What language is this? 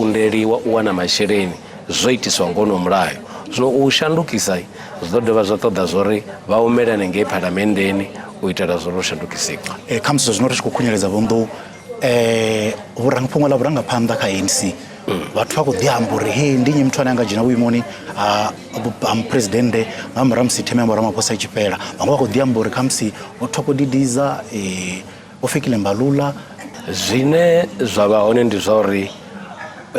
Venda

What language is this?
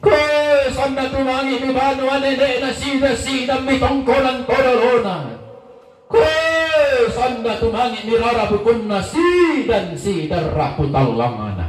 Toraja-Sa'dan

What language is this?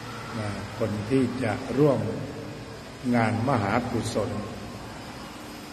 Thai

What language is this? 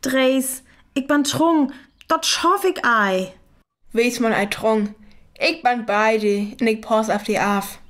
Northern Frisian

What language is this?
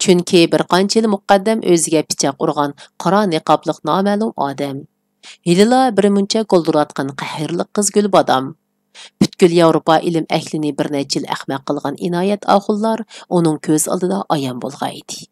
Uyghur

